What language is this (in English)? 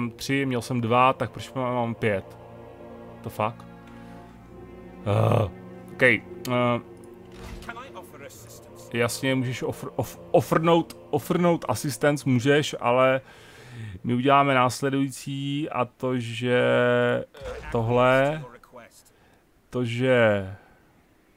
Czech